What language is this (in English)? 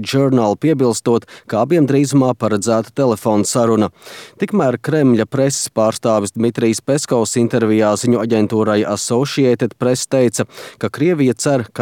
Latvian